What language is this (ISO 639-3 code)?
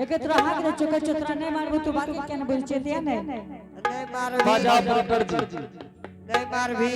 anp